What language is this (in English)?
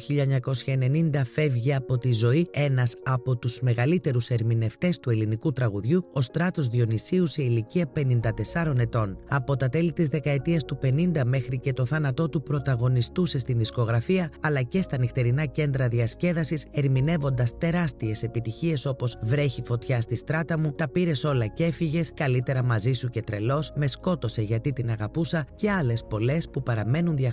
Greek